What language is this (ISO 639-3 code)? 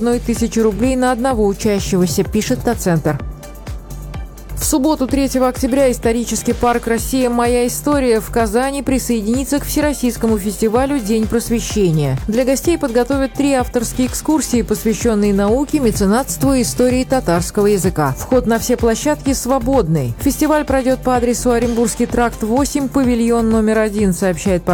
rus